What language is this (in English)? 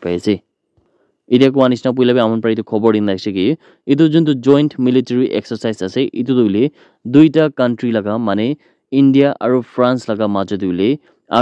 Naga Pidgin